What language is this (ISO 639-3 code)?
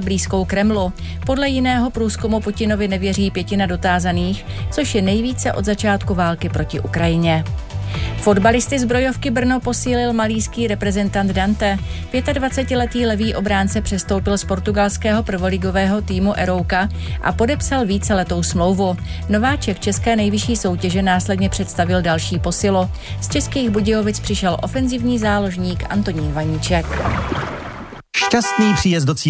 ces